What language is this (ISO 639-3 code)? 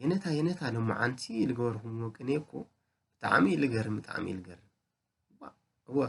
tir